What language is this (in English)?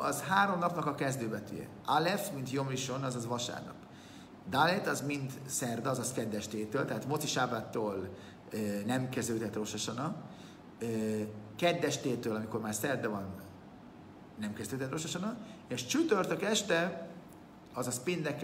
Hungarian